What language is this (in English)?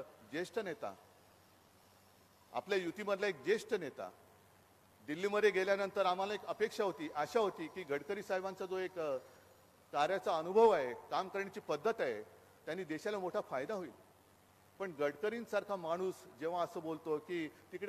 Marathi